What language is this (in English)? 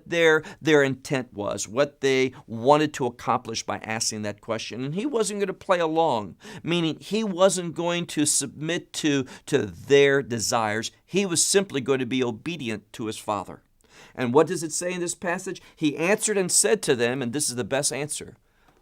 English